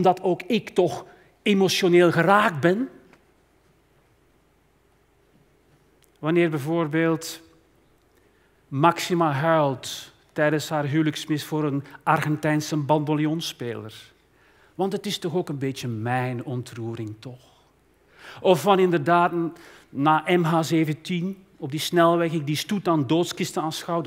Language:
Dutch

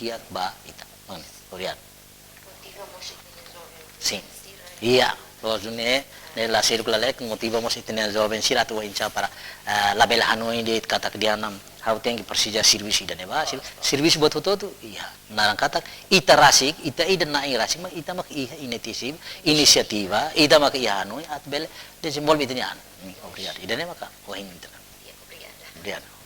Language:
Tetum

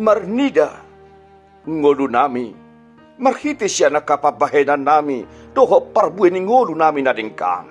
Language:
Batak Toba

